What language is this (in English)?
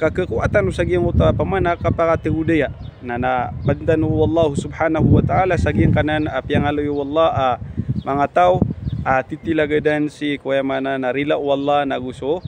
Maranao